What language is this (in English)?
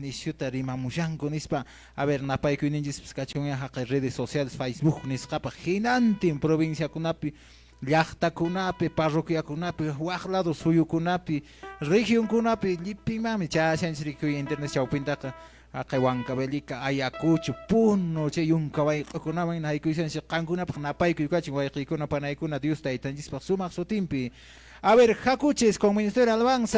Quechua